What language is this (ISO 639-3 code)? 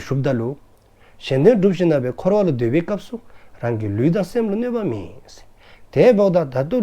dzo